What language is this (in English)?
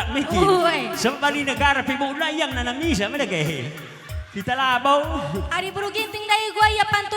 Batak Karo